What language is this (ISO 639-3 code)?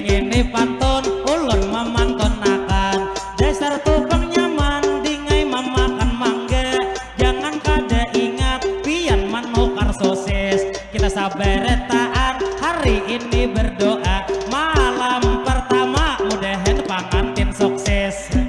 bjn